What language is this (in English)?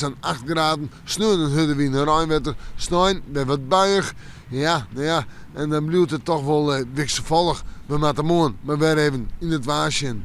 Western Frisian